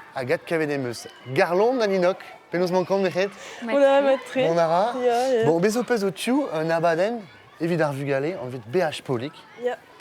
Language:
Breton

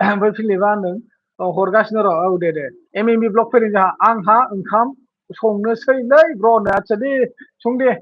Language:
Bodo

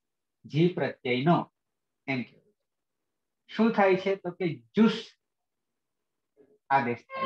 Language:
Gujarati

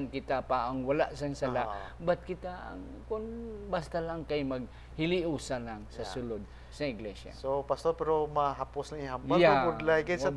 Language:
Hiligaynon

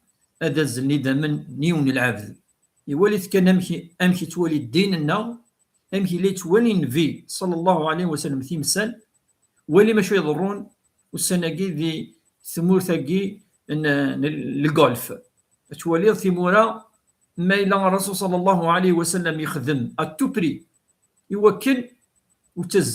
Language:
Kabyle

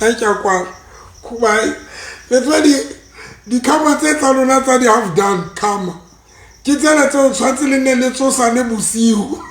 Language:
Southern Sotho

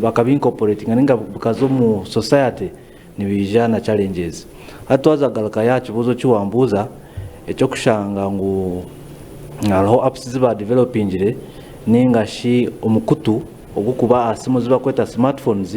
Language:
Nyankole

